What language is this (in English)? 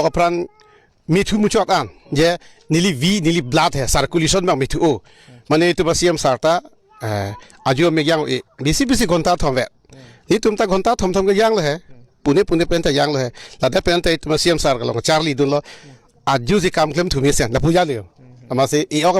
Karbi